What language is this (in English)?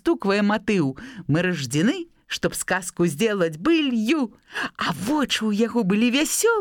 Belarusian